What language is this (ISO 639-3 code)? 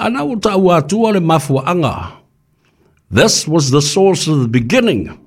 smo